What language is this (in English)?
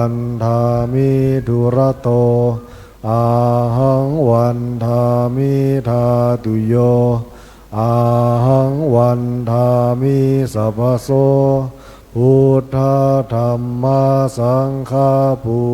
Pali